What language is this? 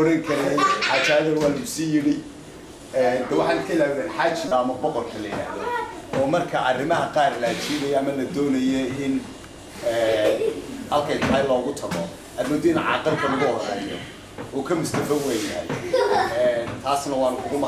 Somali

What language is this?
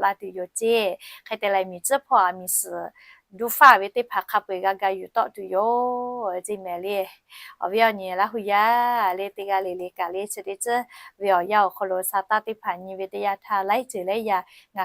Lahu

